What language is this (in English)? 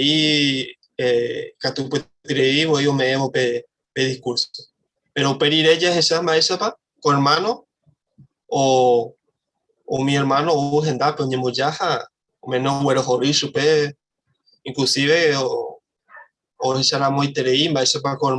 Guarani